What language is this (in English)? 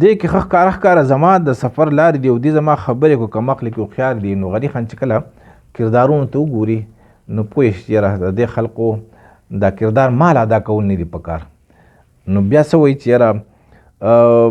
Pashto